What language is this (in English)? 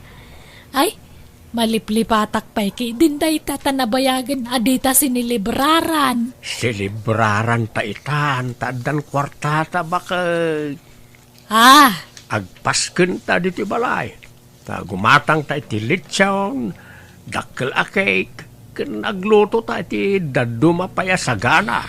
Iloko